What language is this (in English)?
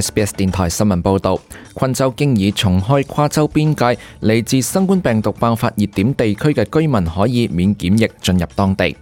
Cantonese